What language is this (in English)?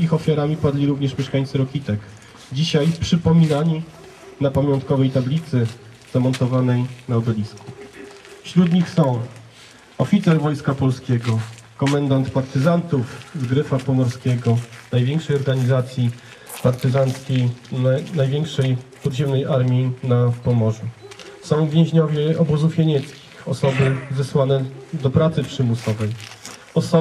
Polish